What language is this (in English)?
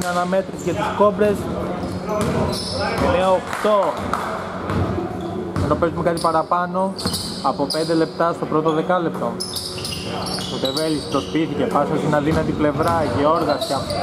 Greek